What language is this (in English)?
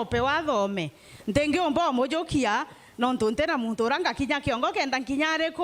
Meru